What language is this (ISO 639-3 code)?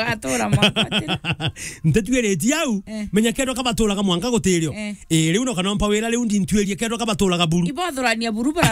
mer